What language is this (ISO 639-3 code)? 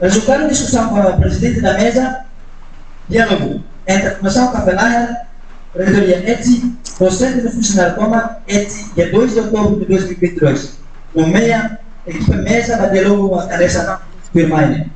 tet